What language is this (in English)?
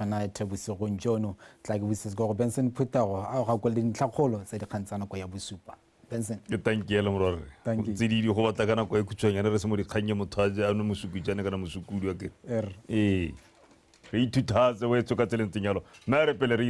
Tswana